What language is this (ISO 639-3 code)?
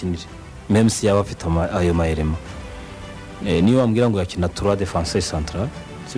kin